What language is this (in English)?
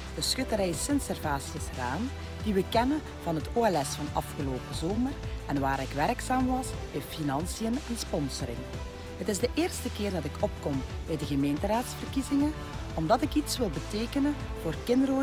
Dutch